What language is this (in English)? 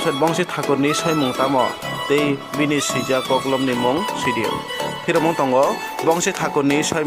Kok Borok